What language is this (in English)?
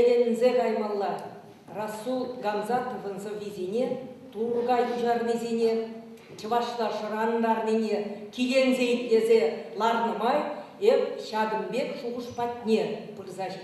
Chuvash